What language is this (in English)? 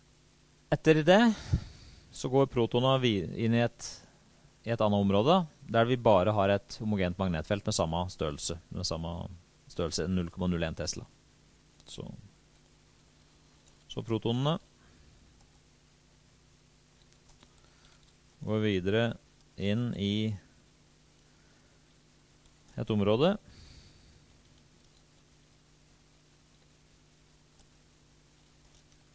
Norwegian